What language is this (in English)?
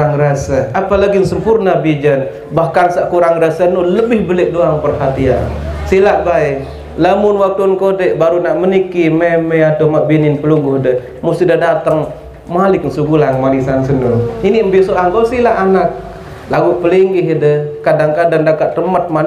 Sasak